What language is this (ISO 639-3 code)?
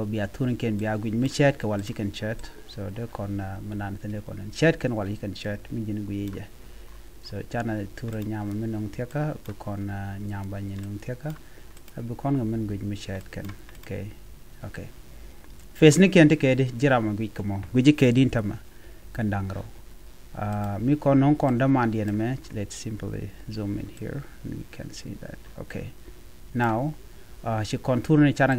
nus